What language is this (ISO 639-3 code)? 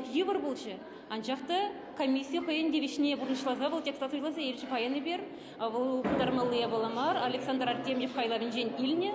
chv